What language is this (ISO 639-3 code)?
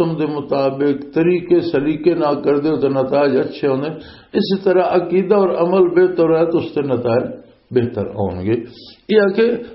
lah